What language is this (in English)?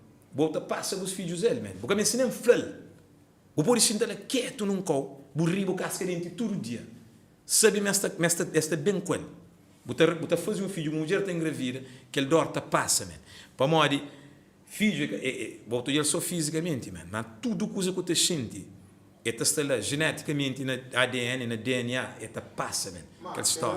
Kabuverdianu